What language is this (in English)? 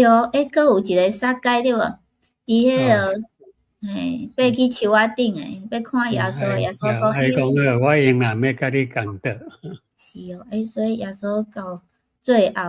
Min Nan Chinese